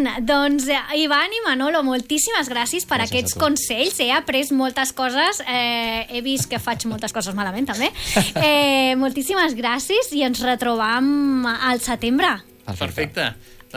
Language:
Catalan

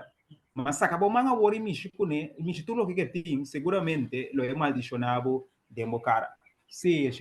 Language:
Papiamento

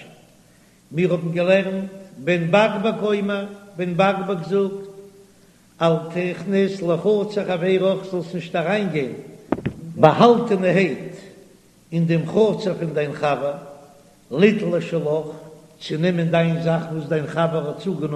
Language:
Yiddish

